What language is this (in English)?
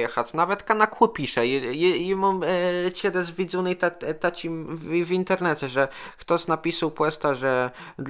Kashubian